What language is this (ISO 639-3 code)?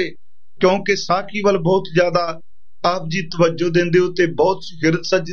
pan